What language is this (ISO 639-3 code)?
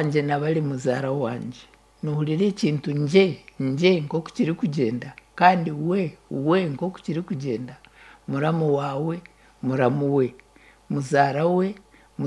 nyn